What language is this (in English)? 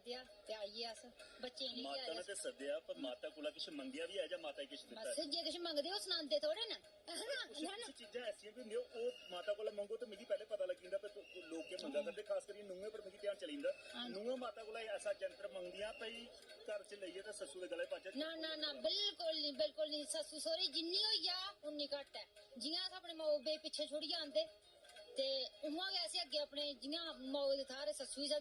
Dogri